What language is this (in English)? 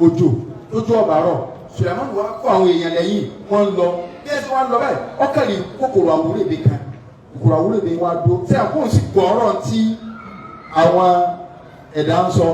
Yoruba